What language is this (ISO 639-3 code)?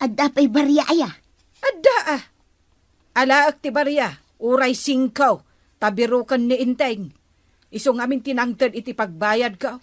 ilo